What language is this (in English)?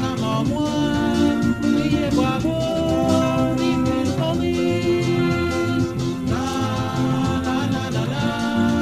Morisyen